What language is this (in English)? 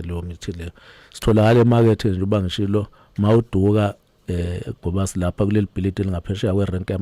Zulu